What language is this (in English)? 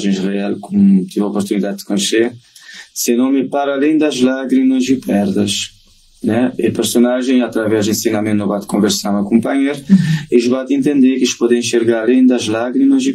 Kabuverdianu